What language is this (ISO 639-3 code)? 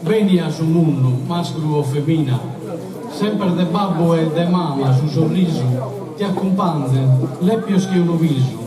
srd